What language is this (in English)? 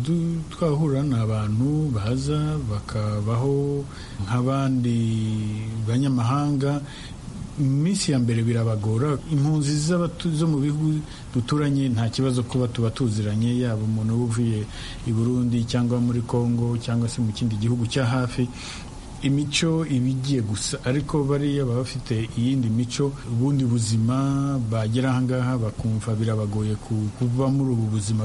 Kinyarwanda